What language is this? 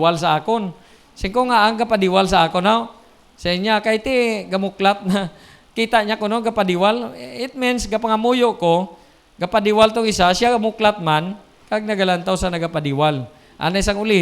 Hiligaynon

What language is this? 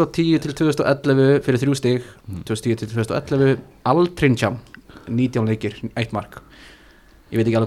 Icelandic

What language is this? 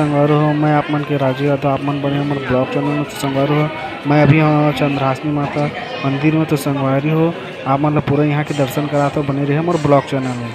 Chhattisgarhi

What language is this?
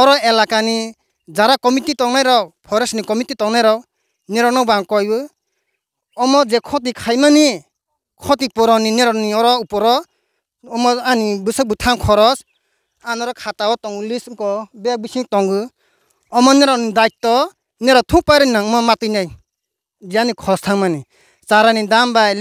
Riang (India)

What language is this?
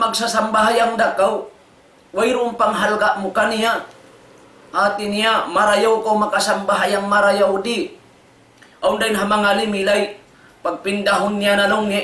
Tausug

